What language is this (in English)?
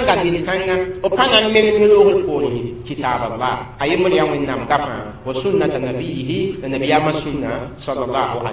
Mossi